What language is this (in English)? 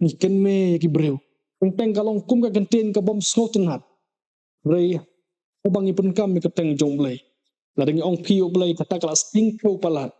Khasi